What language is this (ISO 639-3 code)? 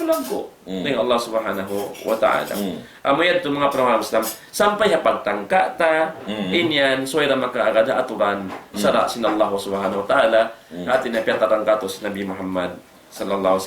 tsg